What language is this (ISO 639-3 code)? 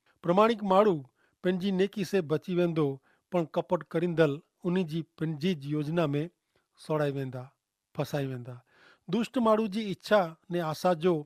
kfr